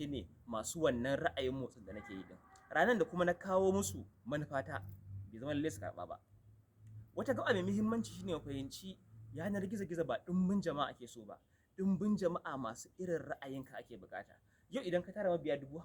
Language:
Hausa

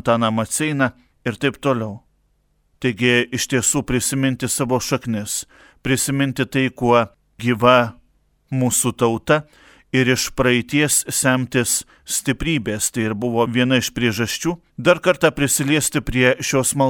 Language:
Lithuanian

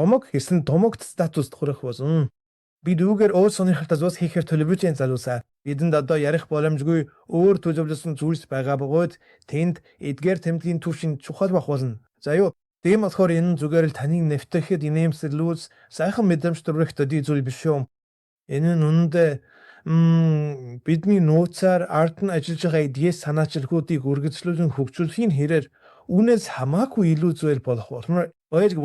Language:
Mongolian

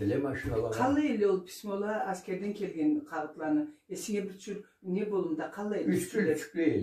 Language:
Karachay-Balkar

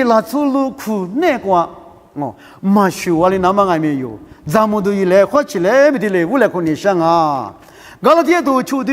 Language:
Lisu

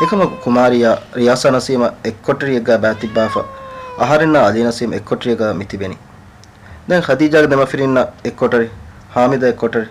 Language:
Divehi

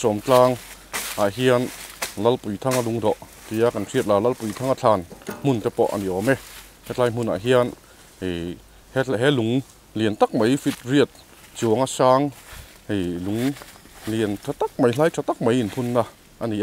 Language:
Mizo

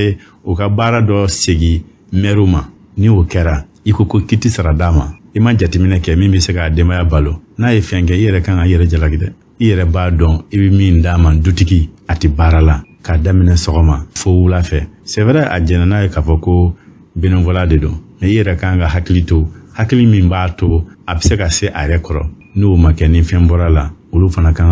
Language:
Bambara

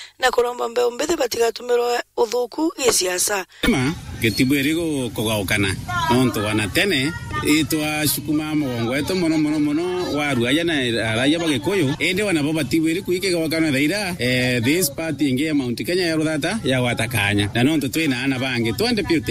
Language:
Meru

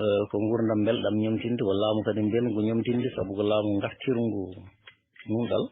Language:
Fula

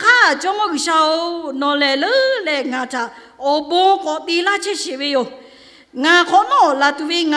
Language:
Lahu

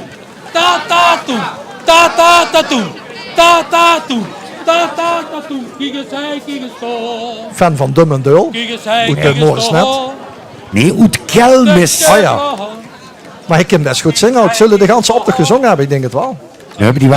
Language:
Limburgish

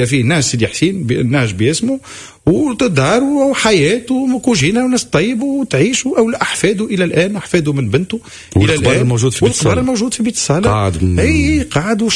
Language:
Tunisian Arabic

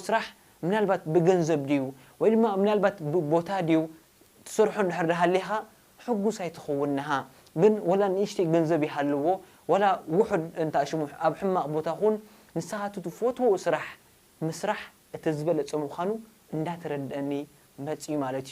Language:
Tigrinya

